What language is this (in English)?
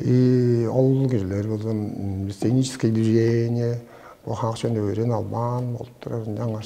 Tuvinian